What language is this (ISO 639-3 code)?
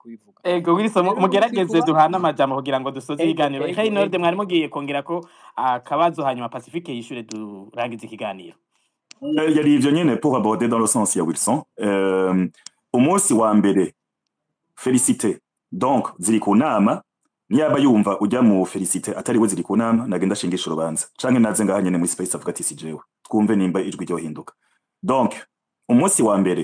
run